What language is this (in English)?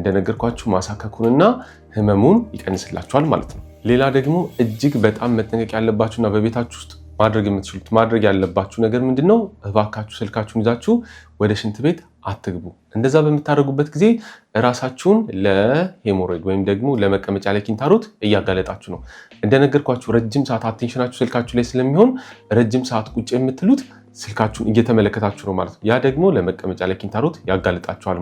Amharic